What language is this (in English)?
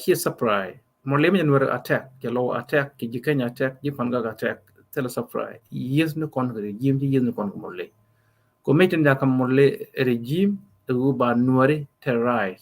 Nuer